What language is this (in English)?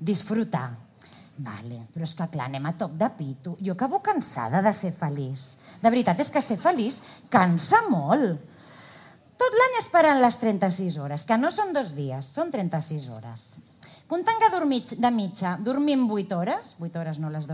Catalan